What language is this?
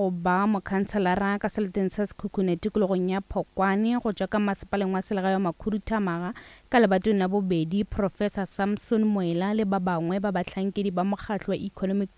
Northern Sotho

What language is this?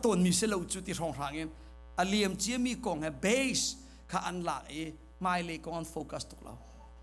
Hakha Chin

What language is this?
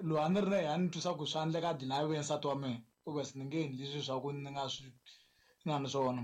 Tsonga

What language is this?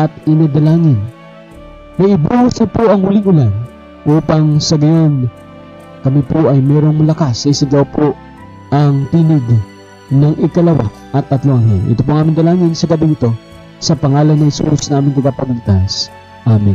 Filipino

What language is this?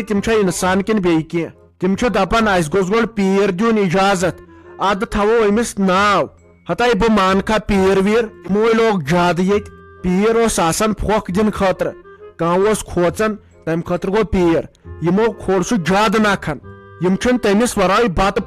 Kashmiri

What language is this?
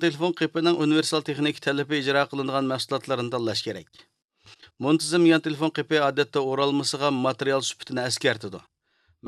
Uyghur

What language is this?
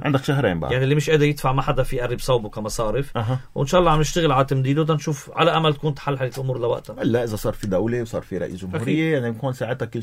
North Levantine Arabic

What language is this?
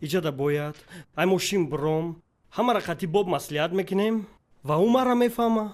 Tajik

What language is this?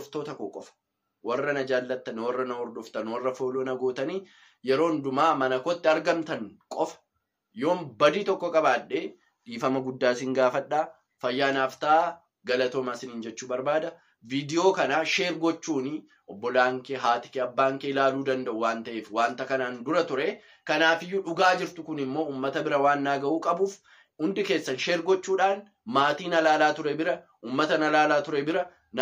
Oromo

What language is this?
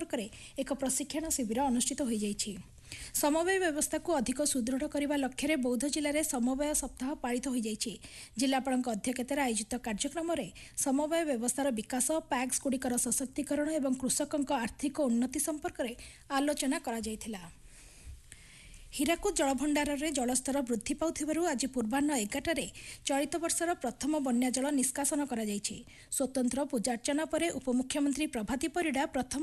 Odia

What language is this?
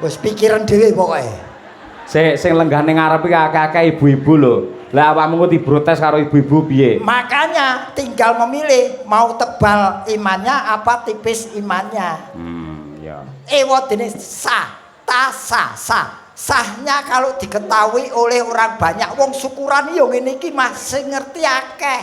Javanese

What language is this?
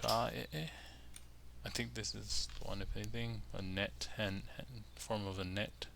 Hawaiian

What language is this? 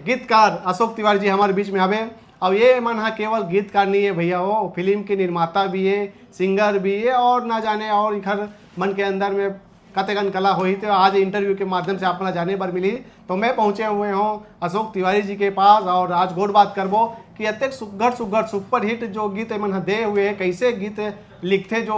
Chhattisgarhi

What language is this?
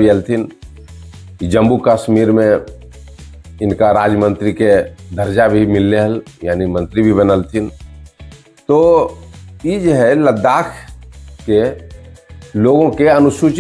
Magahi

